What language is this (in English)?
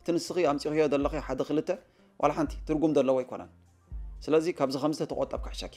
Tigrinya